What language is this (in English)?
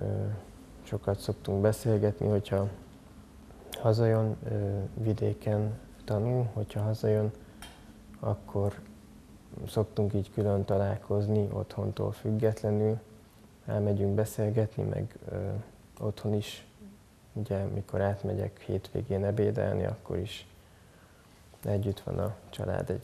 Hungarian